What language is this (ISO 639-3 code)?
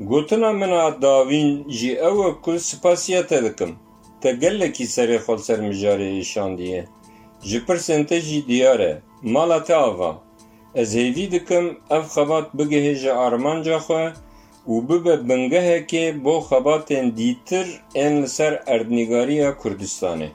kur